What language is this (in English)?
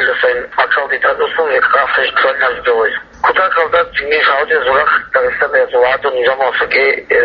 Avaric